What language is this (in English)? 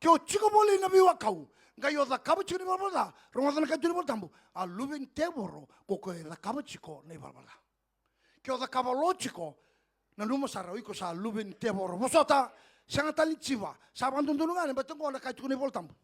Fijian